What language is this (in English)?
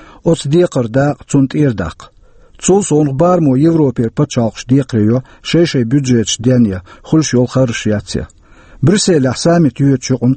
Chechen